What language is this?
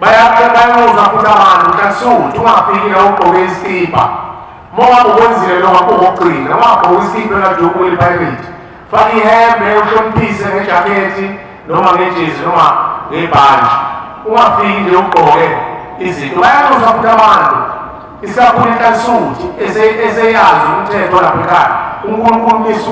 Zulu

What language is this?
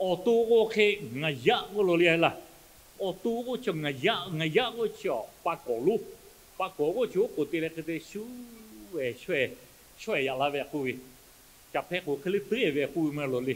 Lahu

